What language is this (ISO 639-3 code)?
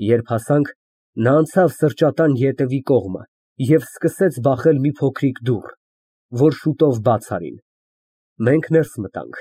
hye